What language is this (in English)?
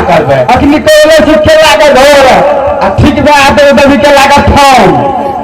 Maithili